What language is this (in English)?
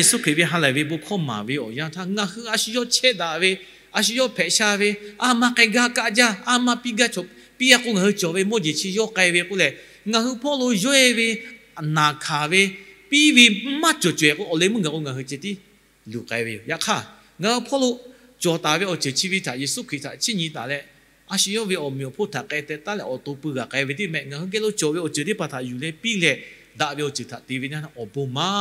Lahu